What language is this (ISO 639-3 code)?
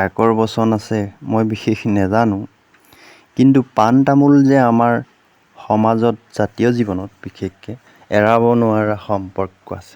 asm